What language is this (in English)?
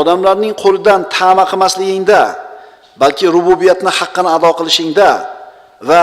Uzbek